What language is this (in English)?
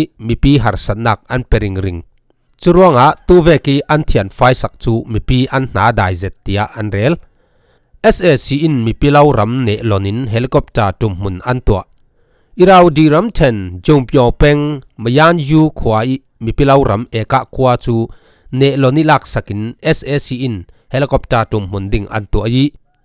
Falam Chin